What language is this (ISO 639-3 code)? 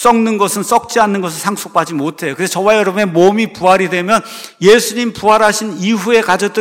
kor